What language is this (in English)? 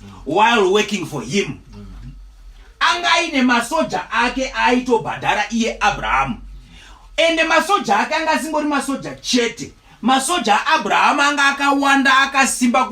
Shona